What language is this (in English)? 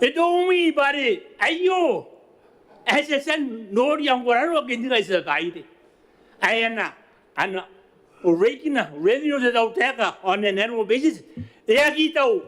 Gilbertese